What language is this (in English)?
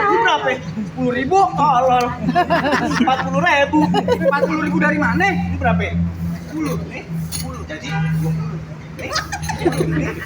Betawi